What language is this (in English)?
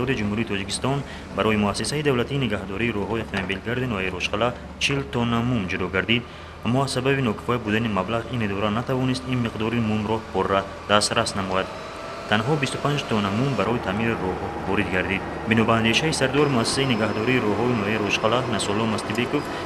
Tajik